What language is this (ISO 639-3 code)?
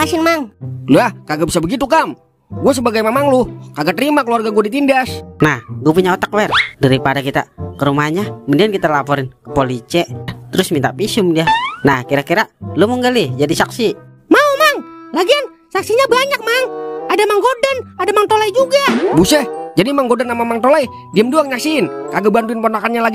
bew